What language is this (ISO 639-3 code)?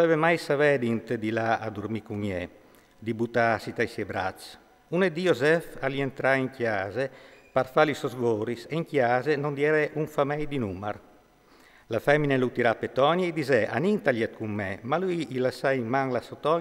fur